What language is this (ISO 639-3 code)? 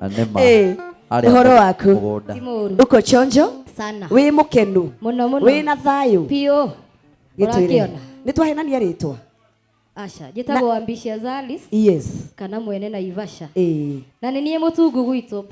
kik